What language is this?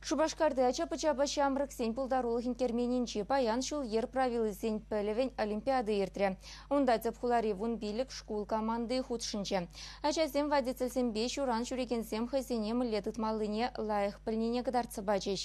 Chuvash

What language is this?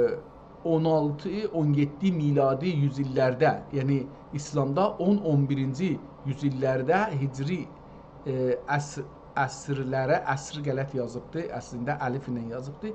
South Azerbaijani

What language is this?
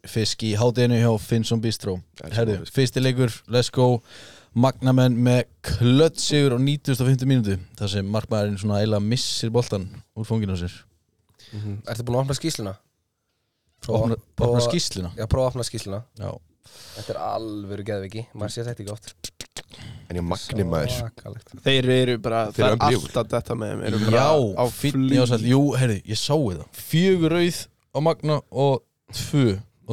Icelandic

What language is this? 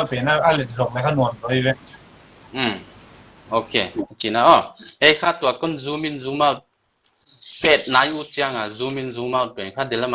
Paite Chin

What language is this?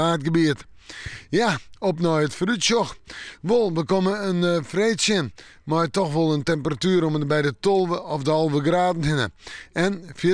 Western Frisian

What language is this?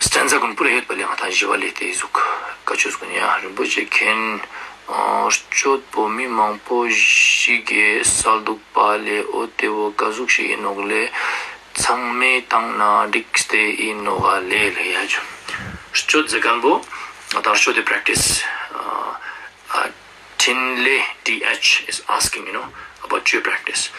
Ladakhi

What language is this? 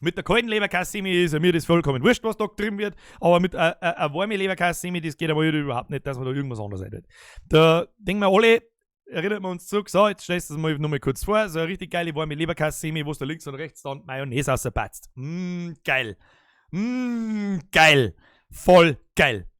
Bavarian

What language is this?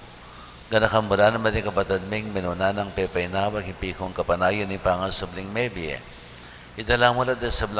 Pampanga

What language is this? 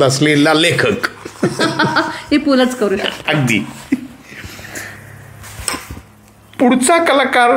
Marathi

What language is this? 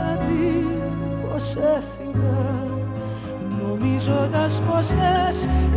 Greek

